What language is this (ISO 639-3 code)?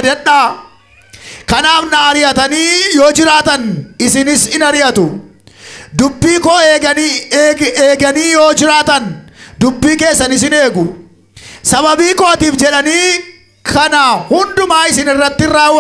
orm